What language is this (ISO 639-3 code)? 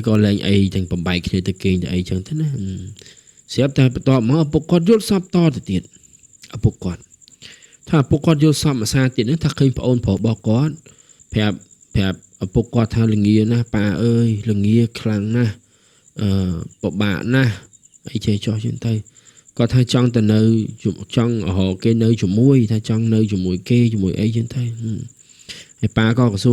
khm